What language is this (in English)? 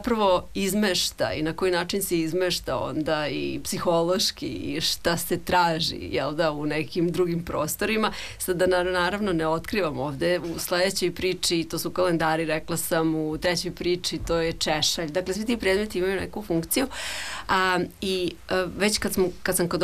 Serbian